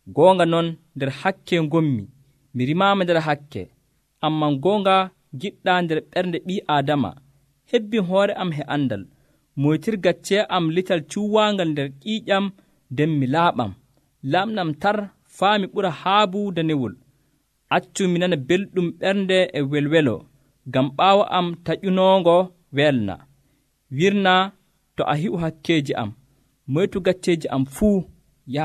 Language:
Nigerian Fulfulde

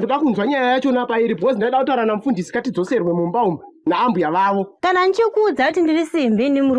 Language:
Shona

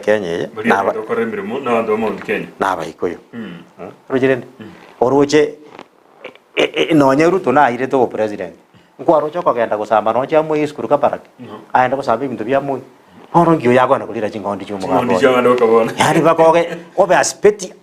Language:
Gusii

